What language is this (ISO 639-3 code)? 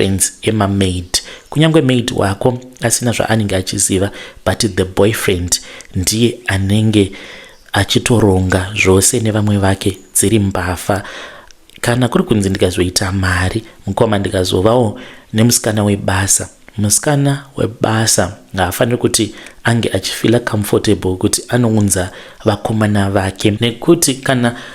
sna